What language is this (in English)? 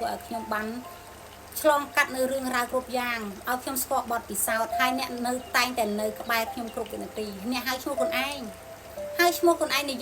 Khmer